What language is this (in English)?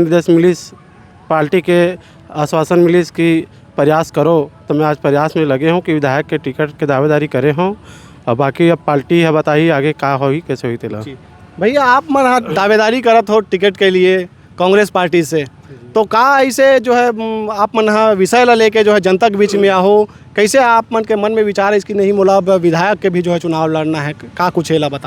Chhattisgarhi